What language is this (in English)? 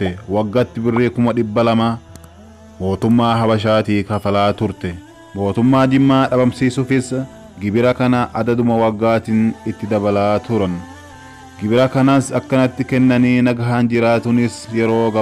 Oromo